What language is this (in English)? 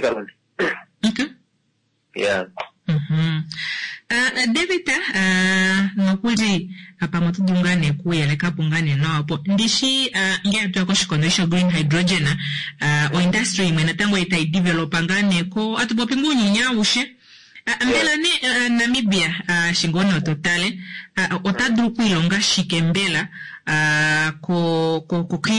Kuanyama